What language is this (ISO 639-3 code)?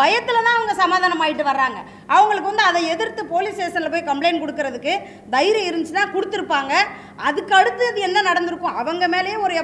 tam